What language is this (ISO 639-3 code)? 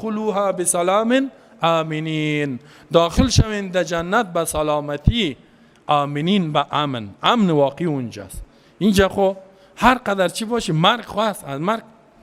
fas